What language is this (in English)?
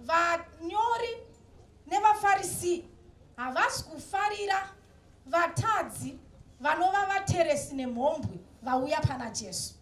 Shona